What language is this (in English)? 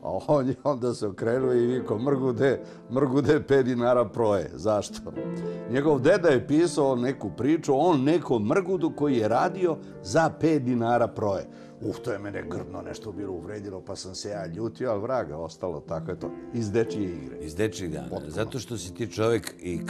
Serbian